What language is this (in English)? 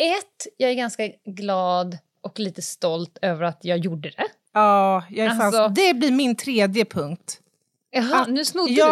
Swedish